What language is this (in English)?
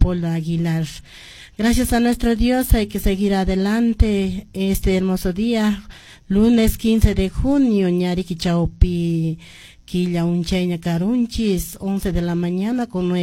Quechua